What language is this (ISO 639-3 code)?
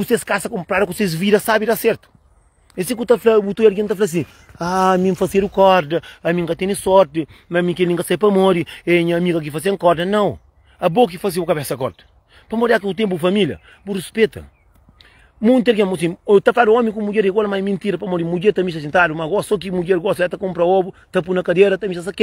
kea